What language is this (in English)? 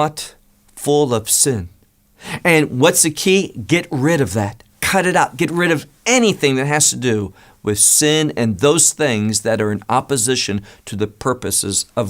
English